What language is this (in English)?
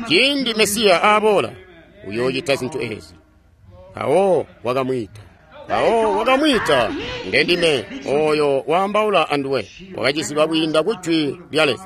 Tonga (Zambia)